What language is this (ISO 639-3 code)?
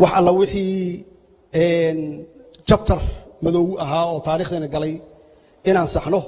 som